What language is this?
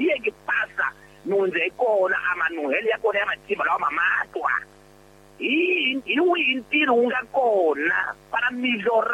Tsonga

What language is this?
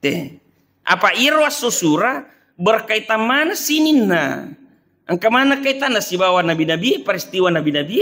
Buginese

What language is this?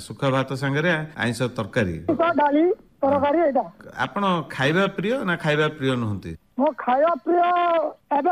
Odia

